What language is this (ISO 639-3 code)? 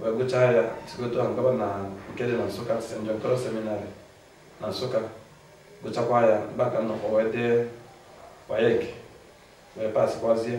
ibo